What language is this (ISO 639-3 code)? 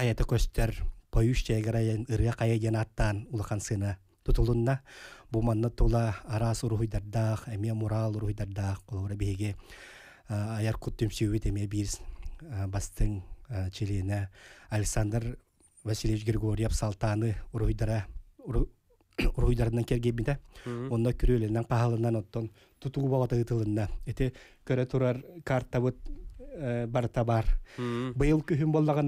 sah